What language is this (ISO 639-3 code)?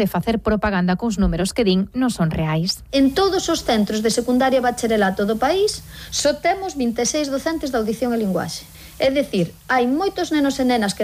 glg